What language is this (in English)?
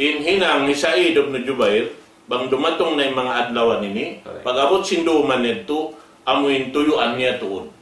Tausug